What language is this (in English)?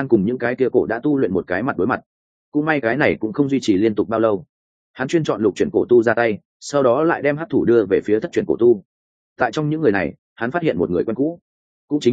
Vietnamese